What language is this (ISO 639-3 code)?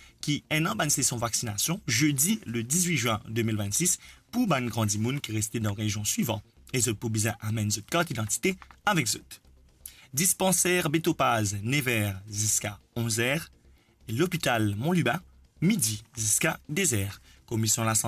mfe